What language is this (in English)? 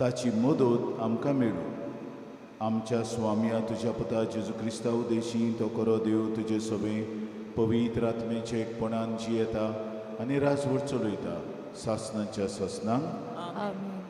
Konkani